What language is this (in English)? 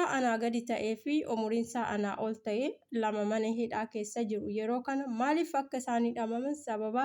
Oromo